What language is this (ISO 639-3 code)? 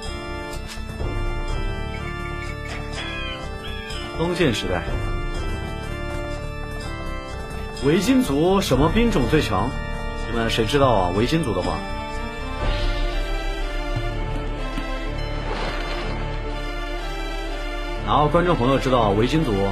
zho